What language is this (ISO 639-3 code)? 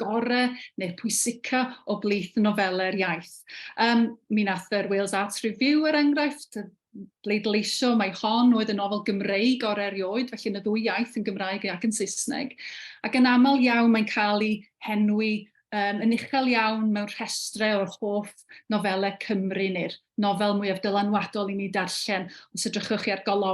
cym